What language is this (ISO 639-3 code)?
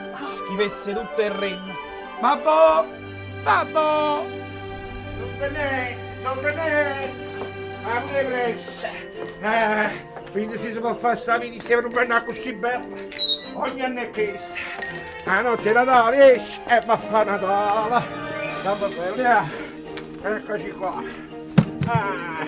nap